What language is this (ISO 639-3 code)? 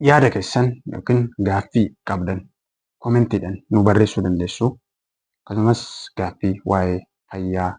orm